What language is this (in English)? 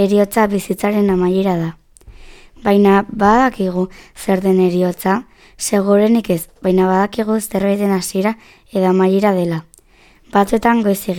Basque